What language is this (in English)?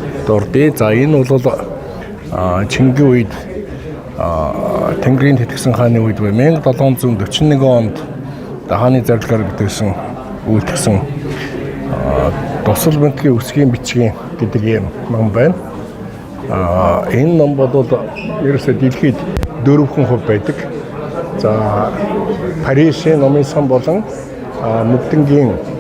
Mongolian